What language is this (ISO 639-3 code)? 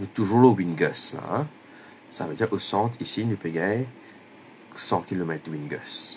mfe